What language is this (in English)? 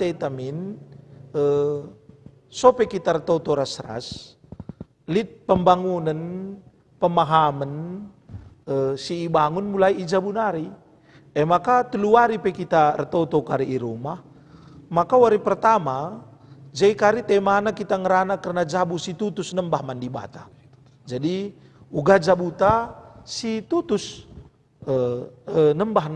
Batak Karo